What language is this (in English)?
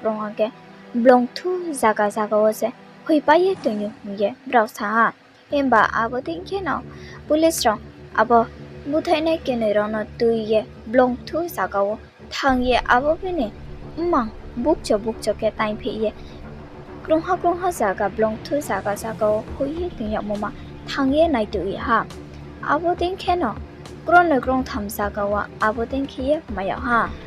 Riang (India)